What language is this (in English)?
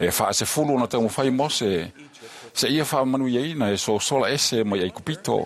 Samoan